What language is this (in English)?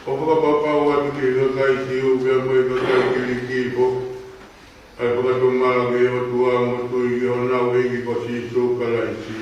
Tongan